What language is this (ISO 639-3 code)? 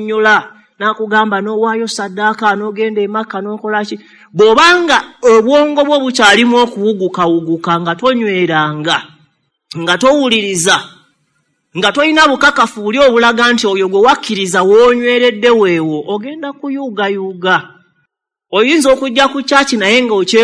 lug